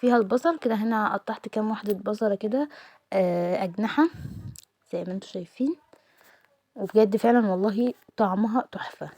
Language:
Egyptian Arabic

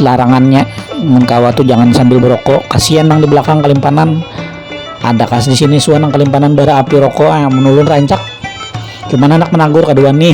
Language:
Banjar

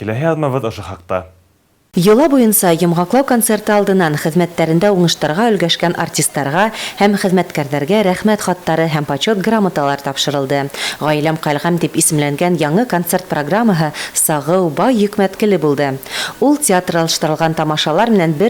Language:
Bashkir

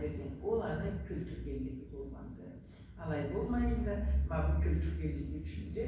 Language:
Karachay-Balkar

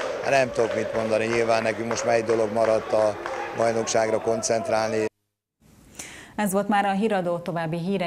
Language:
Hungarian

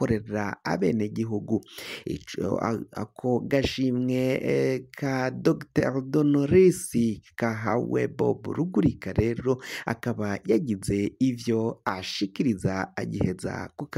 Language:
Rundi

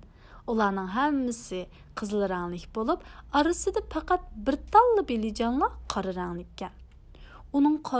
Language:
Uyghur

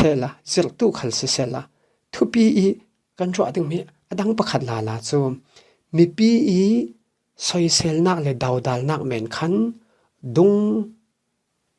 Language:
Falam Chin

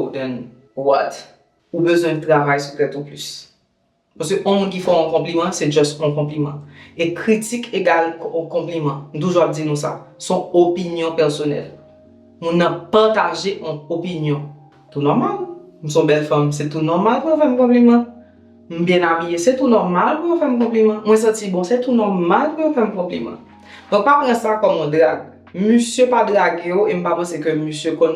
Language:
Haitian Creole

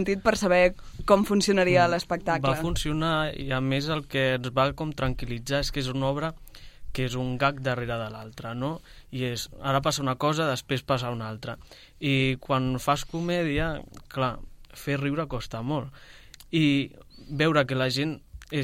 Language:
Catalan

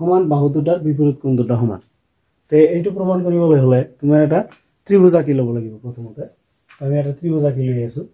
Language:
Assamese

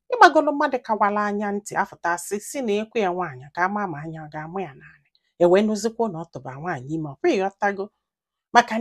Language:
Igbo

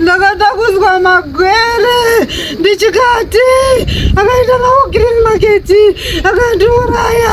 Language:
Shona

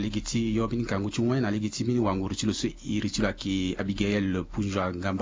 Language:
Sango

